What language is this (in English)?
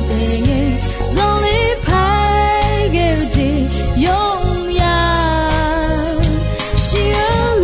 Akha